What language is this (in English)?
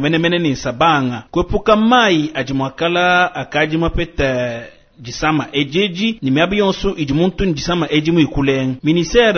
Luba-Lulua